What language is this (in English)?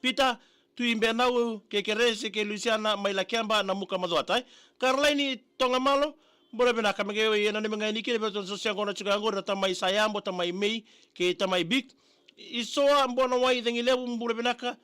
Fijian